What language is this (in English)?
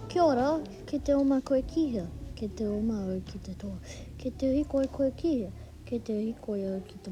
Māori